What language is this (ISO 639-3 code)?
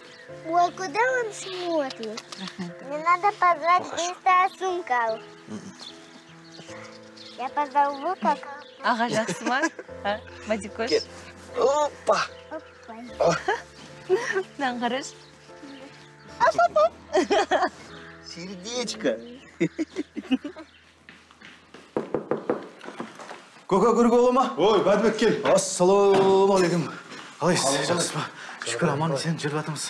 kaz